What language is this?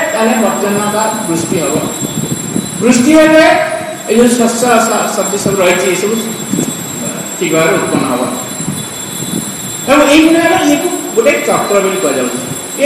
Odia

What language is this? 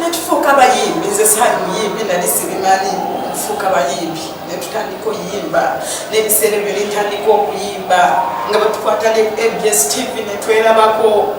Ganda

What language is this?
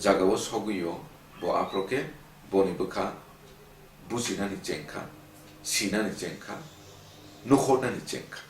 Kok Borok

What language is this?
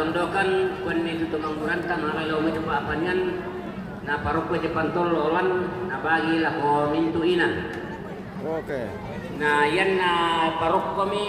Toraja-Sa'dan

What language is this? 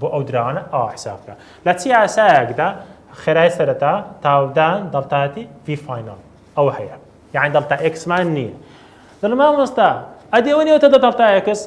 Central Kurdish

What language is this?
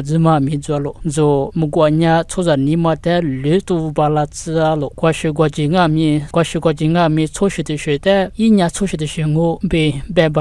Lisu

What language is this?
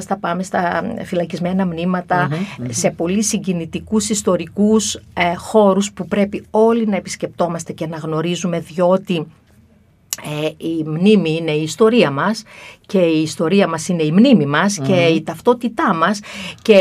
Greek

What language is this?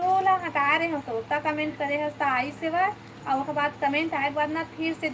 Chhattisgarhi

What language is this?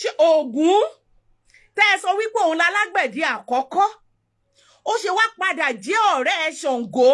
Yoruba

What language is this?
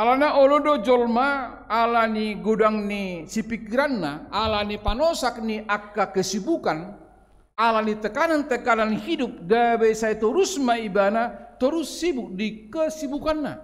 Batak Toba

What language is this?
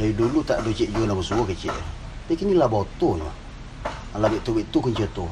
Minangkabau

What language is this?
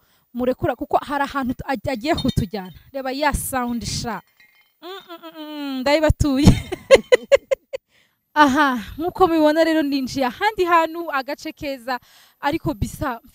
Kinyarwanda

